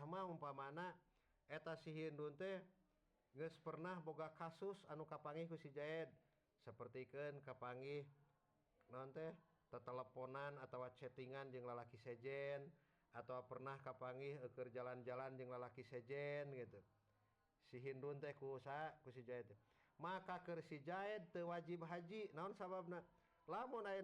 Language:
Sundanese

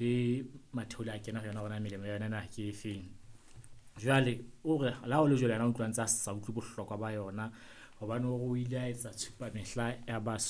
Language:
Southern Sotho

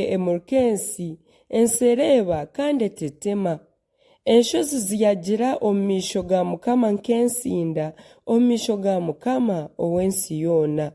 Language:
Nyankole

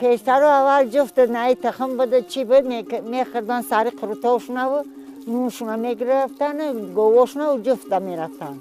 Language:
Tajik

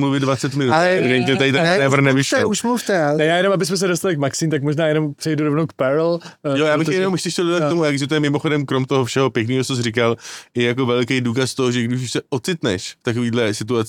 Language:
Czech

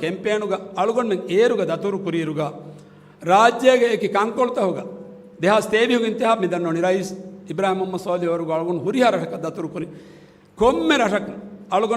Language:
Divehi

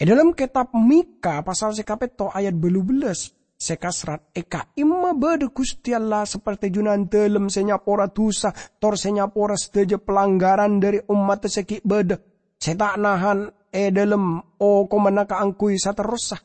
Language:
Madurese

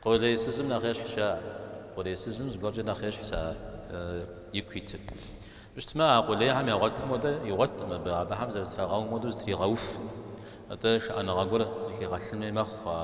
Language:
Kabardian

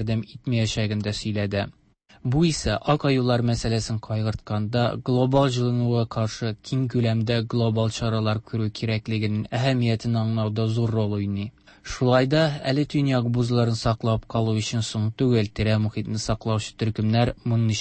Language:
Tatar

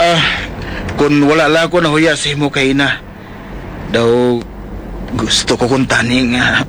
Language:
Hiligaynon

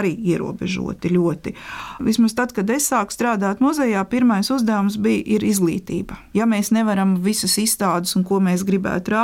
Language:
Latvian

